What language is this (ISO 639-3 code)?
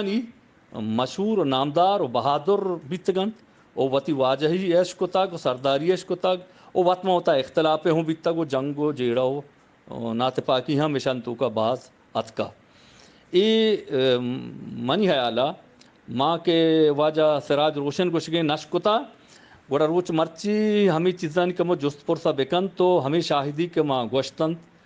bgp